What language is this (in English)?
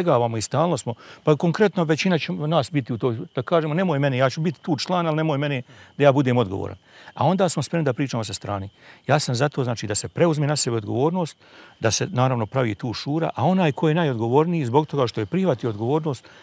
Bosnian